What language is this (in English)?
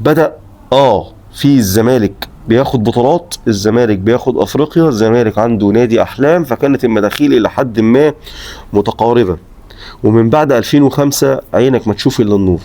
Egyptian Arabic